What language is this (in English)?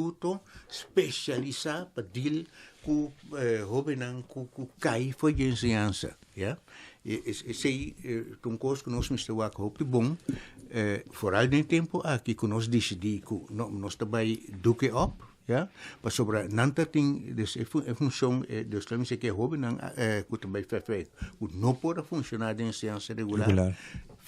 Papiamento